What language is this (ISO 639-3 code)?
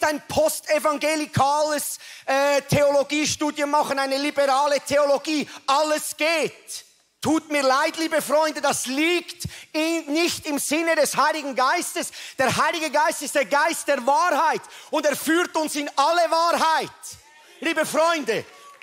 gsw